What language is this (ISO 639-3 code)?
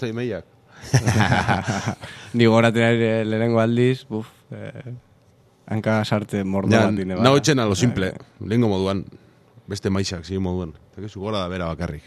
eus